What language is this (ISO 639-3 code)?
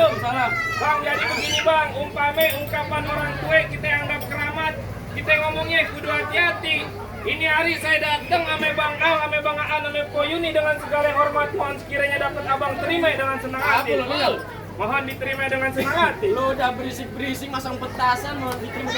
bew